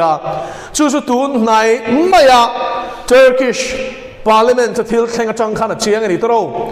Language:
Mizo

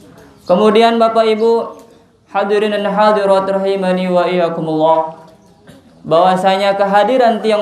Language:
Sasak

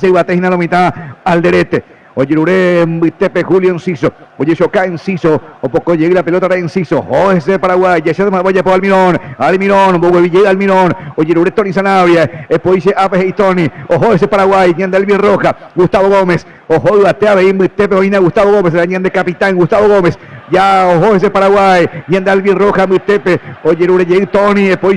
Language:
Guarani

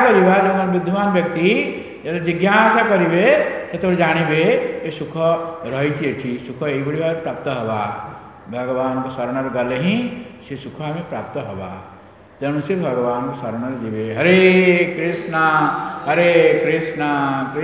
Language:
Odia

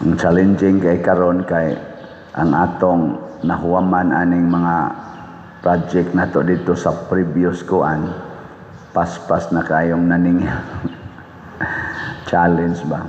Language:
Cebuano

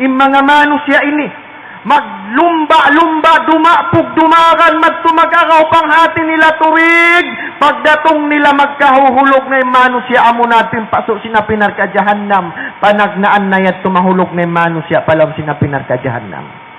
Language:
Tausug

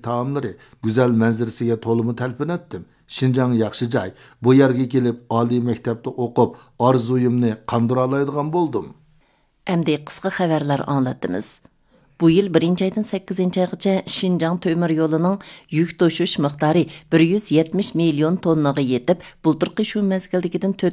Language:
Uyghur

